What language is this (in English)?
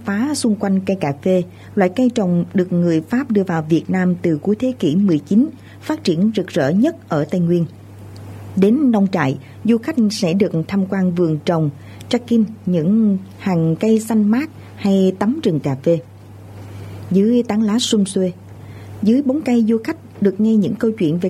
Vietnamese